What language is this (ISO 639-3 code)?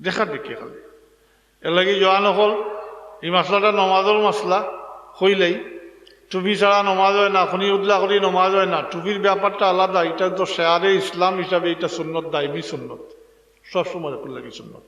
syl